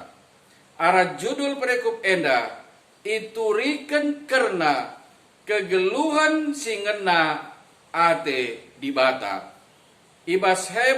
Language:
Batak Karo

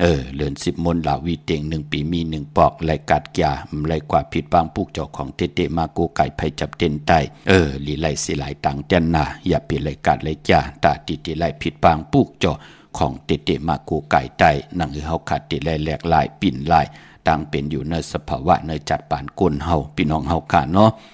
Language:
Shan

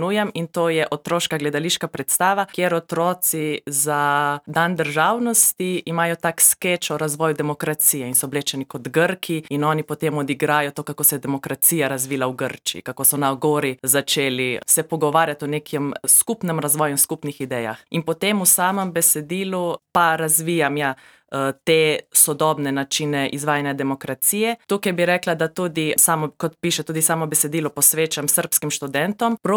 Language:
Slovenian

